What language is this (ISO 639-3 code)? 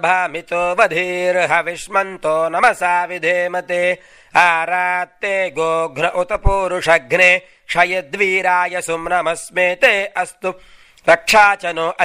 san